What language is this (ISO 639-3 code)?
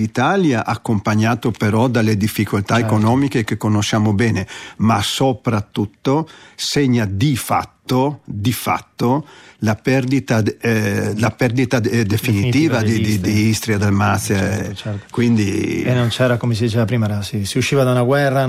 ita